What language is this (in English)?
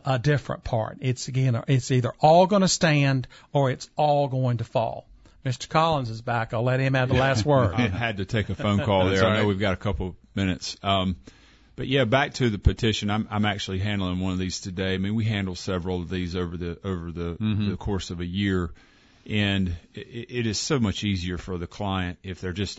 English